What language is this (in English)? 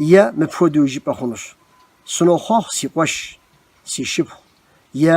Kabardian